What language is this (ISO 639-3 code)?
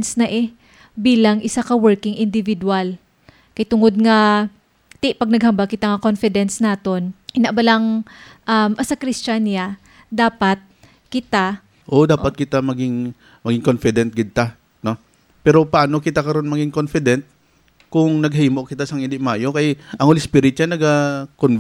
hil